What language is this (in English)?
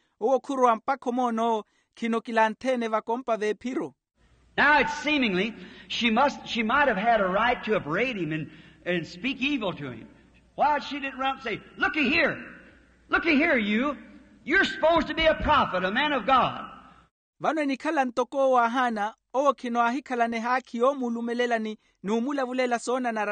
Makhuwa